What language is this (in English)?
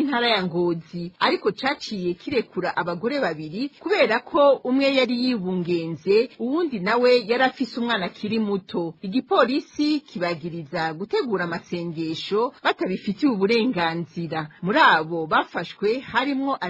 Rundi